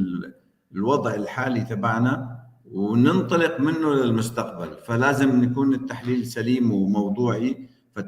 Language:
North Levantine Arabic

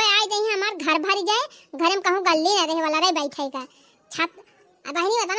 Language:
Awadhi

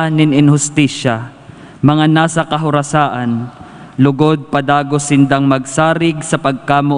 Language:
Bikol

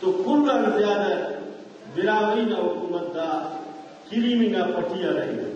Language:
Brahui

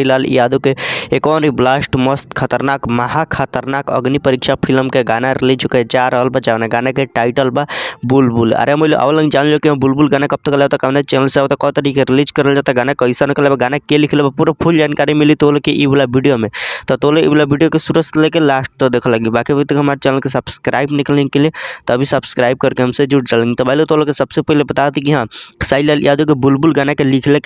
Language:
Bhojpuri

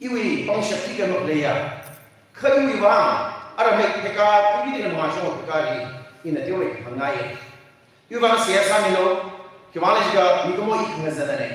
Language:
Tangkhul Naga (India)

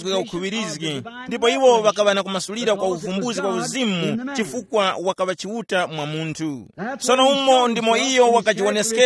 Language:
Tumbuka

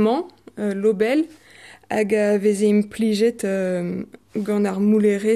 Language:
Breton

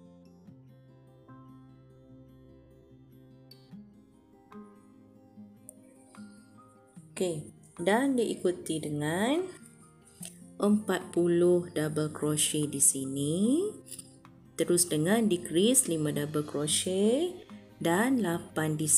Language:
Malay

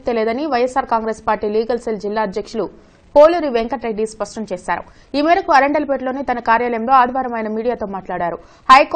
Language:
Telugu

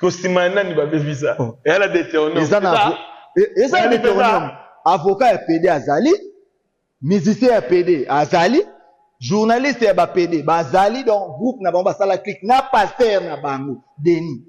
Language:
Lingala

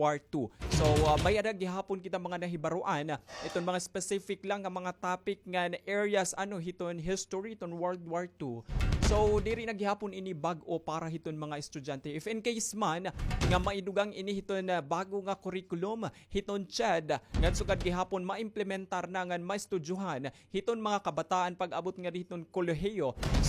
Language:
Waray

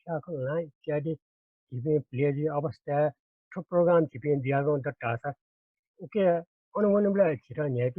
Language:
Newari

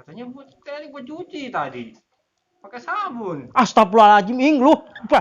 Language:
Betawi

